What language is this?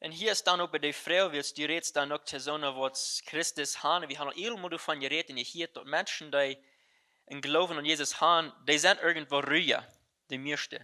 Plautdietsch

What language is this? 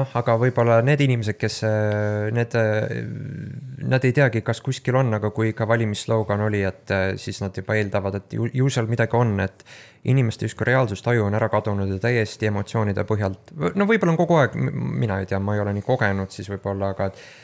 Estonian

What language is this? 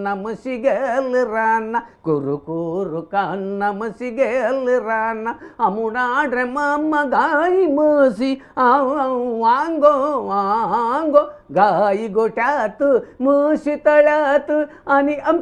Konkani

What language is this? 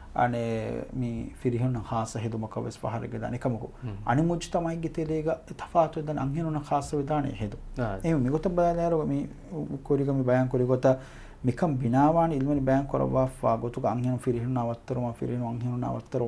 Divehi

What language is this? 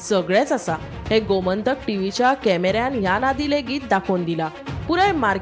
Konkani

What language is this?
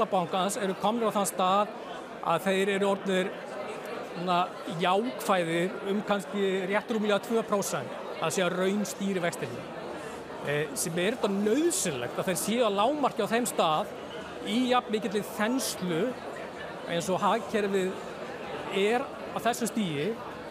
Icelandic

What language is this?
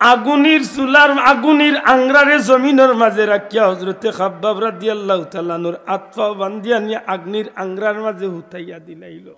Sylheti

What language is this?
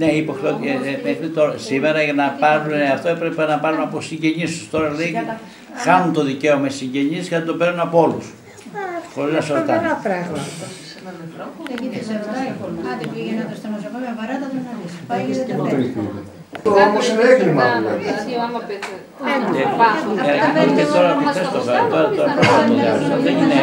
Greek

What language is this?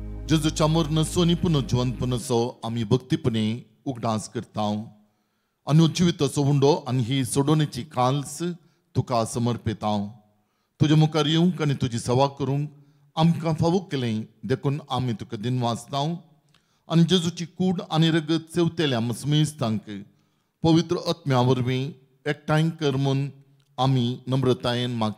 Konkani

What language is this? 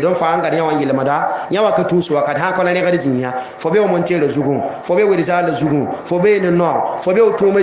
Mossi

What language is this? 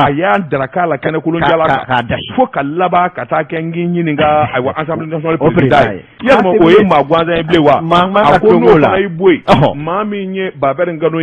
Bambara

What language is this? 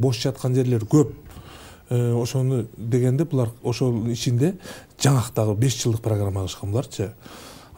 Kyrgyz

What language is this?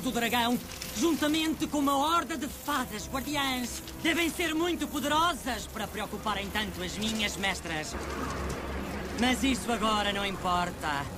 Portuguese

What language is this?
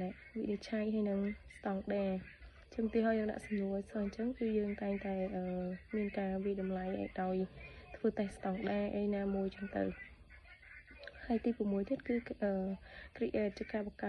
Khmer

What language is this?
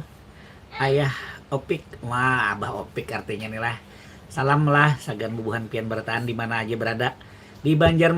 Banjar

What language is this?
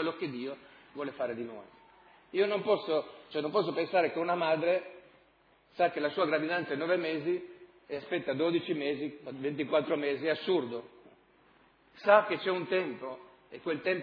Italian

